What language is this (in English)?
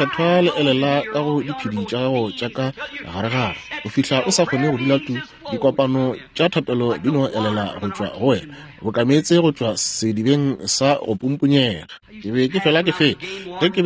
Northern Sotho